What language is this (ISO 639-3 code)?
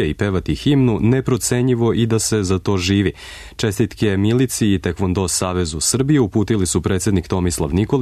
srp